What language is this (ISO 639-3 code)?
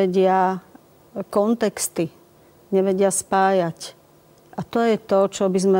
slk